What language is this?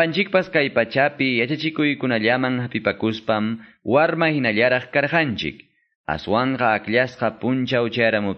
Quechua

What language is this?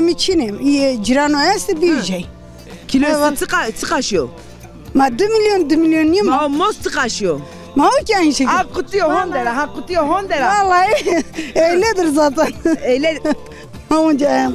Zaza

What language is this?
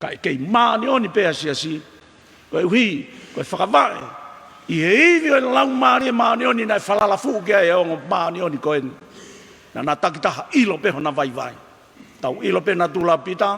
Tongan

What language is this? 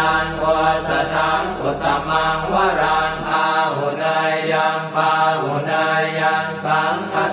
Pali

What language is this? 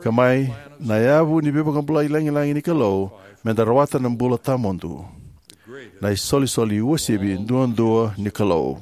Fijian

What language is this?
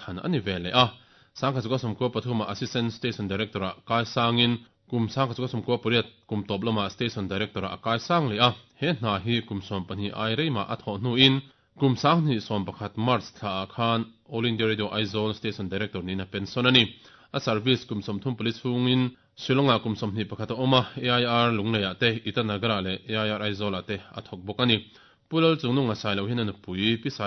Mizo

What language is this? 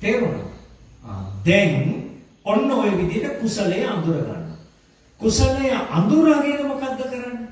Sinhala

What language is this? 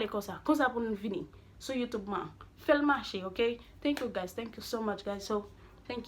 Haitian Creole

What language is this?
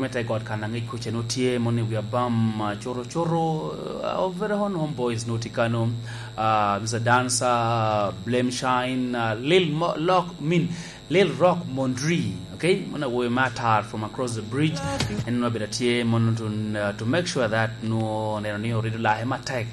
Lango (Uganda)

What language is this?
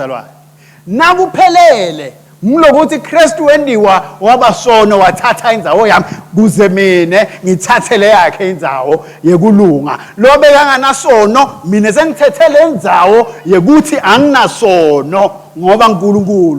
Swati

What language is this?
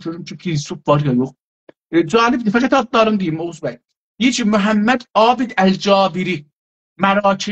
South Azerbaijani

